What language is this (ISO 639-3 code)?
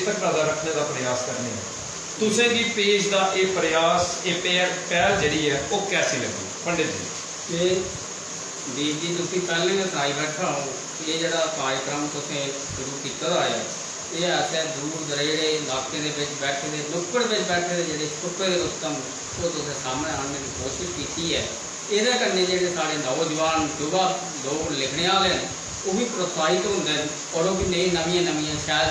doi